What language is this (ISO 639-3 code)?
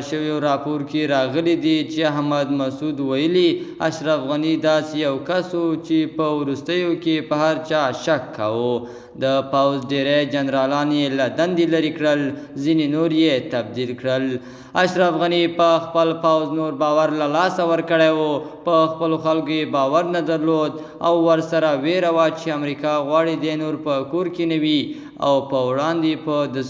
pus